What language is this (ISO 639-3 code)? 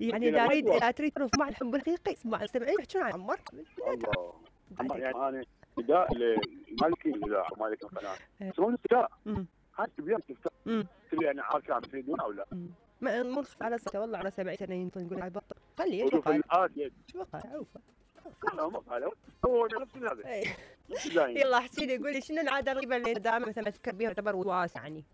acm